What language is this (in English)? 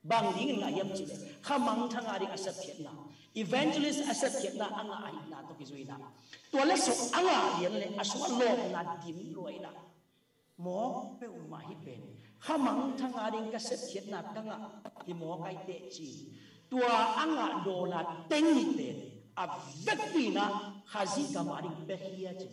Tedim Chin